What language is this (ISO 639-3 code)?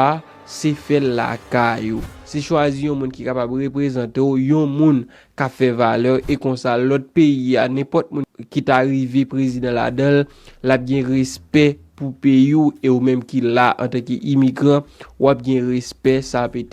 hat